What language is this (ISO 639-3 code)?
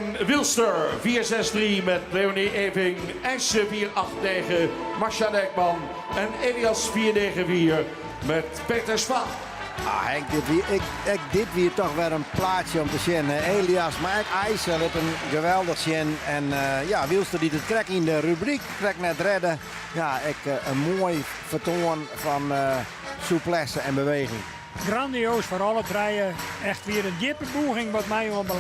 fry